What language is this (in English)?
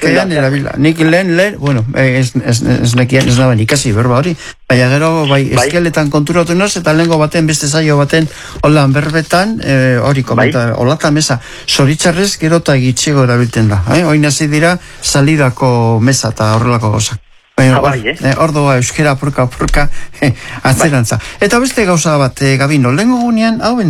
Basque